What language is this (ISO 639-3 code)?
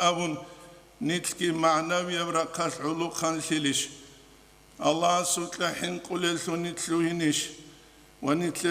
ava